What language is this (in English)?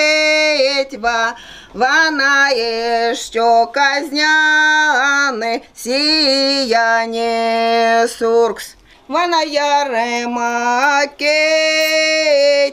Erzya